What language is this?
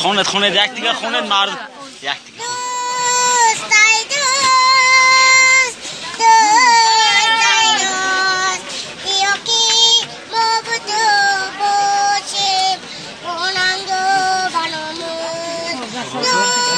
Tajik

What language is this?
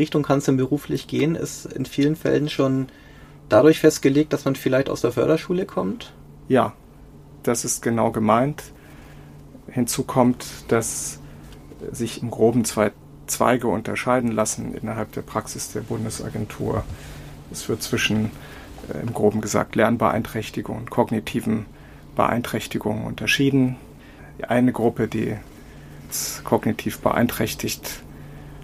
German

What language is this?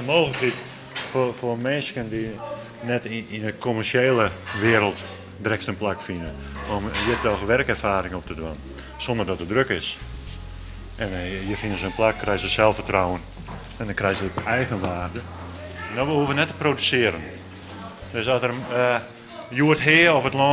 Western Frisian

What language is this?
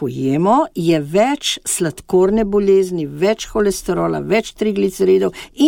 Slovenian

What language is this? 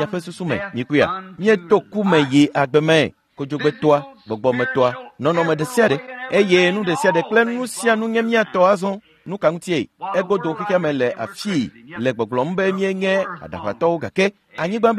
Ewe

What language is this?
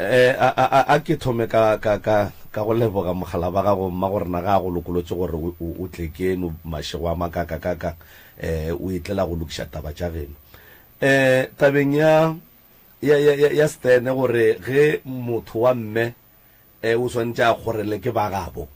Northern Sotho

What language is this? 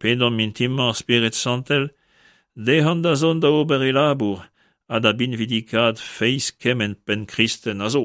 Breton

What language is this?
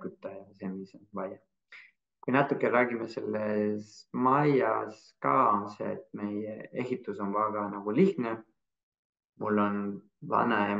Estonian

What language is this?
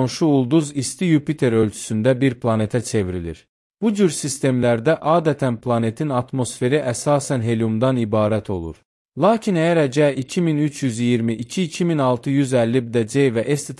Azerbaijani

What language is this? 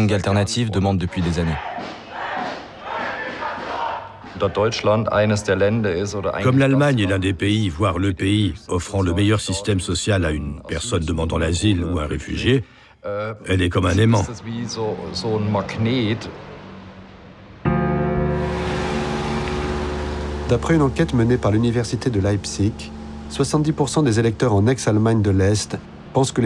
French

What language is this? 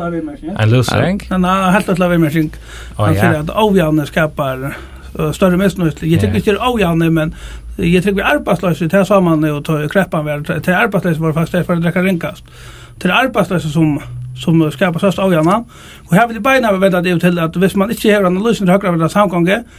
Faroese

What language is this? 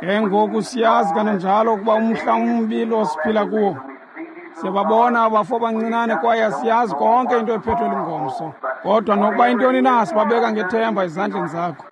Xhosa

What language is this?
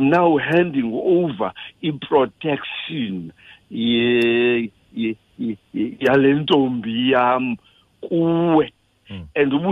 Xhosa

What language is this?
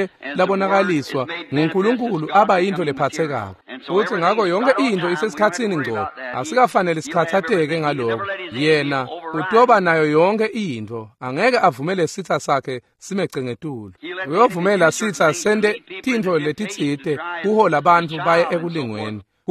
Swati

